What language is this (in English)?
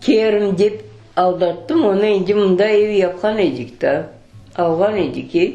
Crimean Tatar